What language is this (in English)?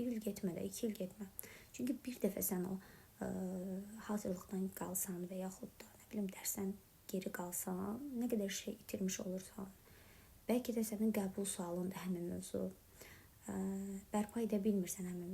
Azerbaijani